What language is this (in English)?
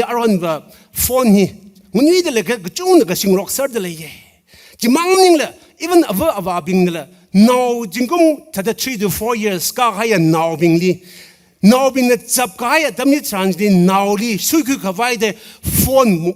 Tangkhul Naga (India)